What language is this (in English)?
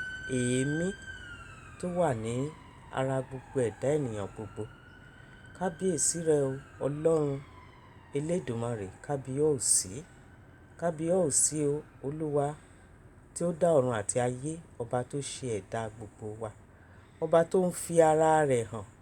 Yoruba